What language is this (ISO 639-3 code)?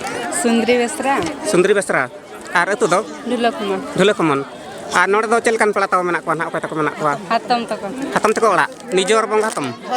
sat